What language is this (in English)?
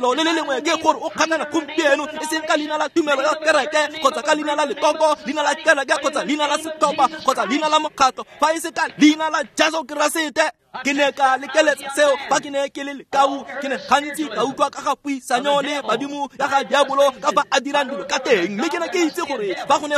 Tswana